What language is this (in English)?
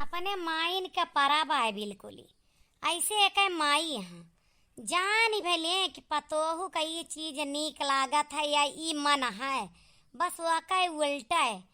Awadhi